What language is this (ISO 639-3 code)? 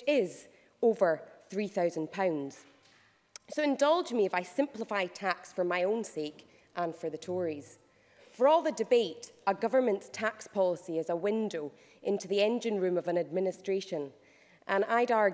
eng